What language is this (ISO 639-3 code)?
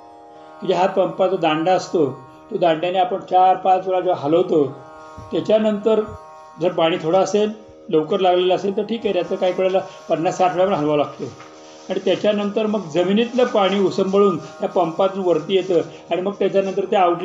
mar